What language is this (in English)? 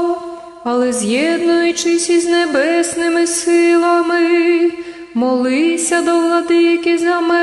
Ukrainian